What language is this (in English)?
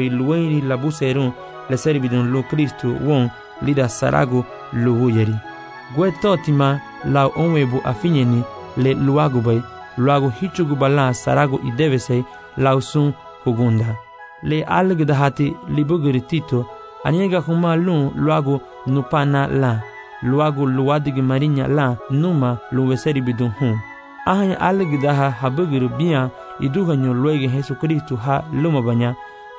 Garifuna